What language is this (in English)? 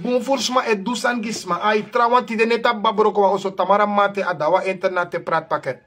Sranan Tongo